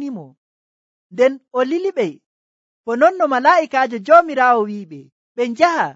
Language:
Nigerian Fulfulde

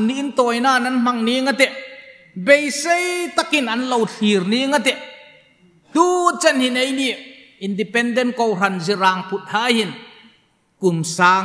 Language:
Hmar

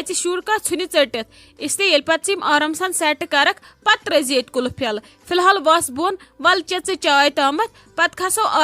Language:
Kashmiri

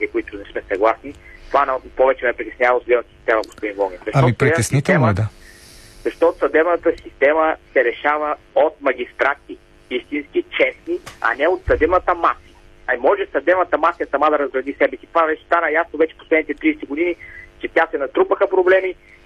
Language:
Bulgarian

